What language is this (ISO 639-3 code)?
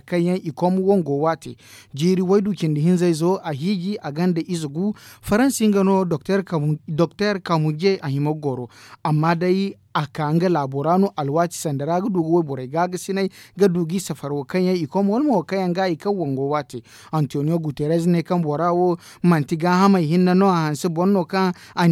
dje